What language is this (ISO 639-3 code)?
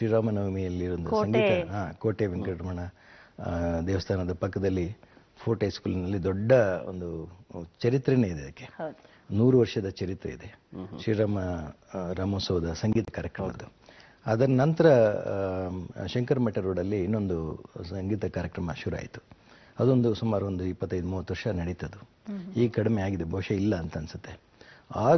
kan